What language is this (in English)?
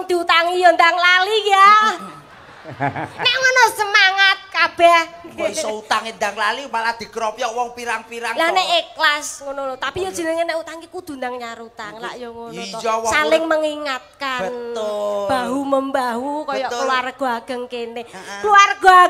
Javanese